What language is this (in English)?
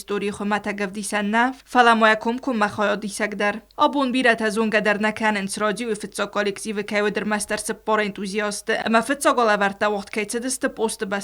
Ossetic